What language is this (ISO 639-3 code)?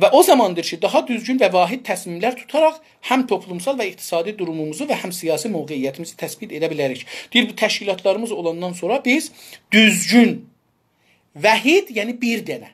azb